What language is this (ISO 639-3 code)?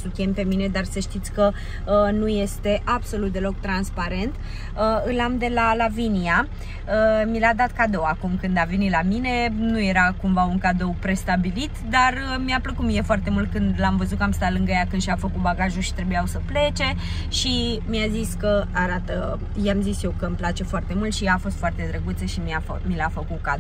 ron